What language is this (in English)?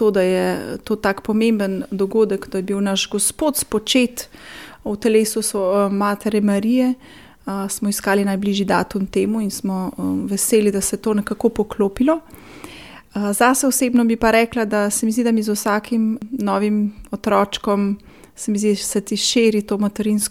Slovenian